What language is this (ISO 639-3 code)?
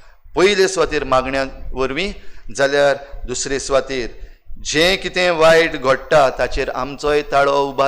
kok